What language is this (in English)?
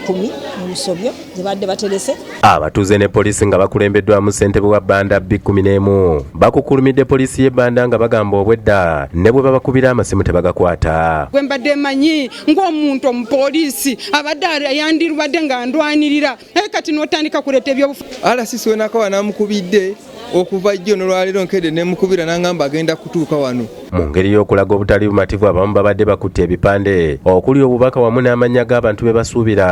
Ganda